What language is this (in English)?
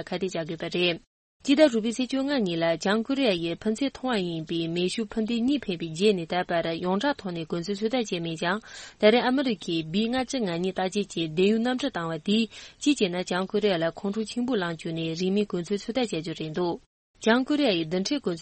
Tibetan